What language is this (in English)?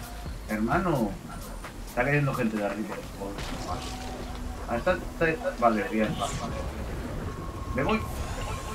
Spanish